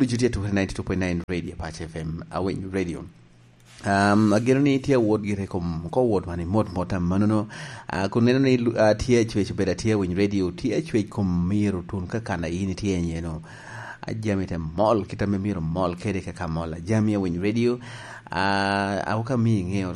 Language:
Lango (Uganda)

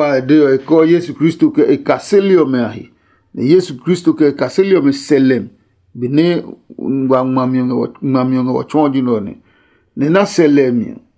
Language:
Adangme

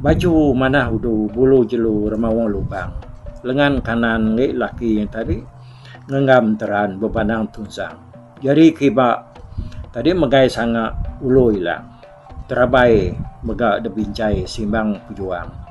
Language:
Iban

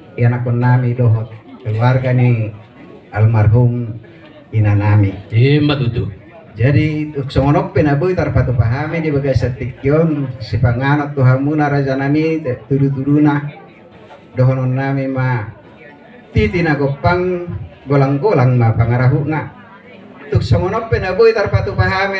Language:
Batak Toba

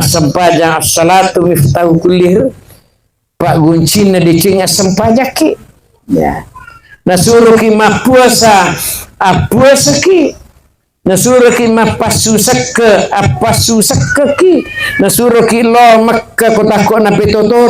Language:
Buginese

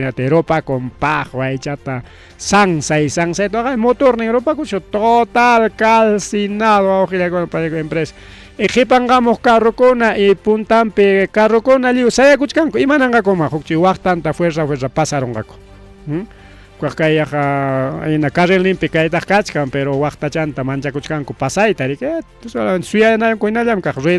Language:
Ayacucho Quechua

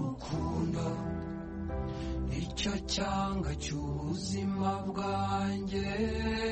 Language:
Kinyarwanda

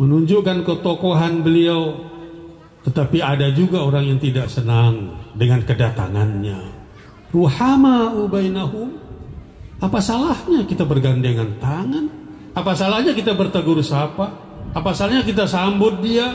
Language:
Sasak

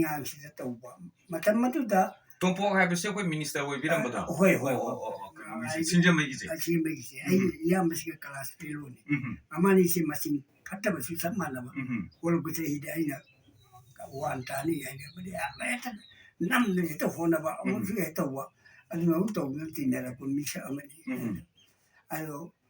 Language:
Manipuri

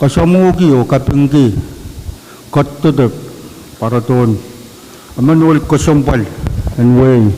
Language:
Pohnpeian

